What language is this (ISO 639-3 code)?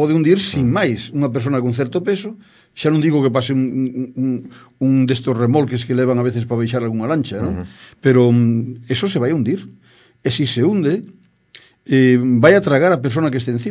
glg